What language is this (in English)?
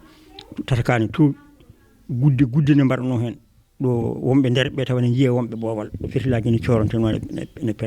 Fula